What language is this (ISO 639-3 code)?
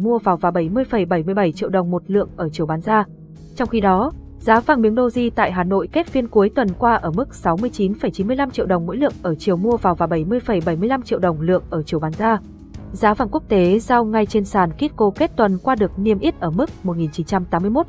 vie